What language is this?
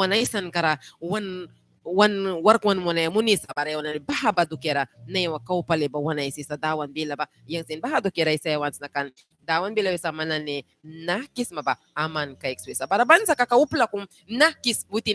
Mískito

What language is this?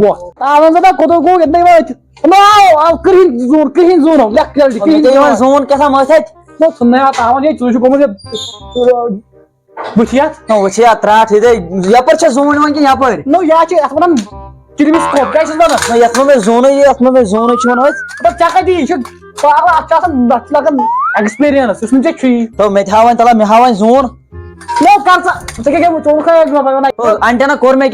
Kashmiri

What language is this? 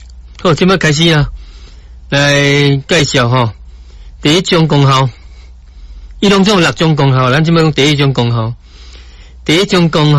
Min Nan Chinese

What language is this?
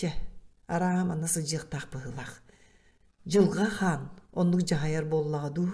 Yakut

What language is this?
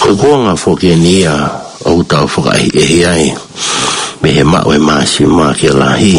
Tongan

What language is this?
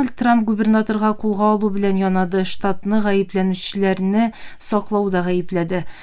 Tatar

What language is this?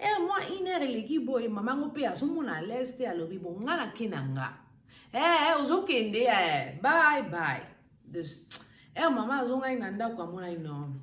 Lingala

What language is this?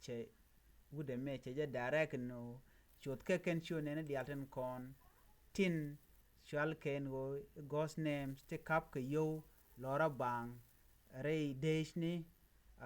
Nuer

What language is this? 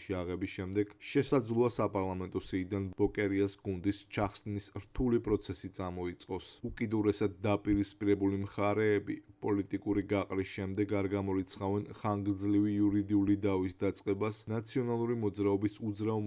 Georgian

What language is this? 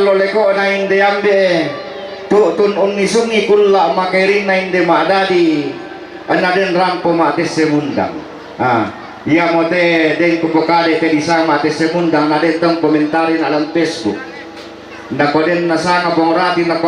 Toraja-Sa'dan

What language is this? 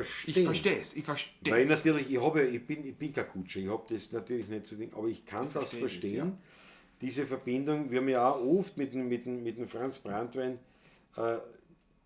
Bavarian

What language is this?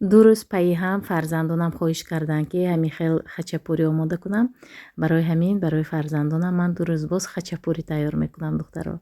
Tajik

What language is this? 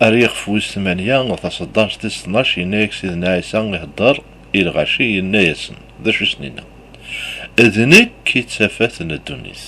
Kabyle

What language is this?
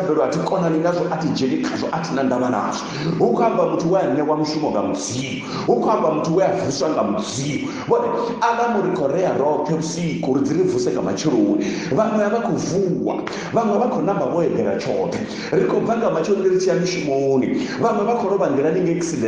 Venda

